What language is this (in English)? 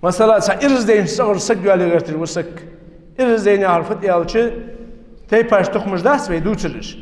Ingush